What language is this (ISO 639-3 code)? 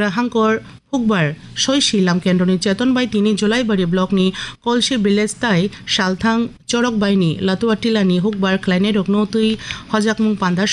trp